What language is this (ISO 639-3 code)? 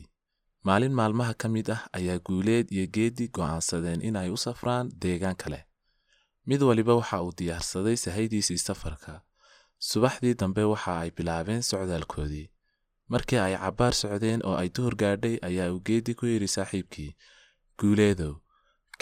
som